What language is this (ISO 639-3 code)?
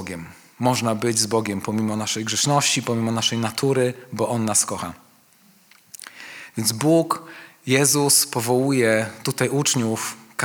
pol